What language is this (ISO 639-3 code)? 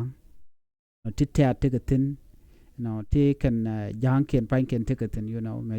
nus